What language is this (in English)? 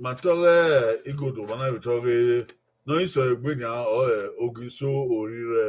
Bini